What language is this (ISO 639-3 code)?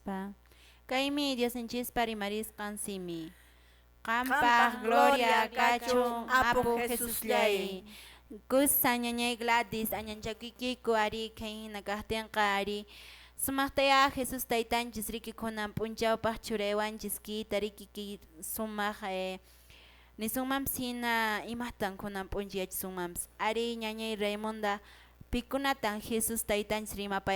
que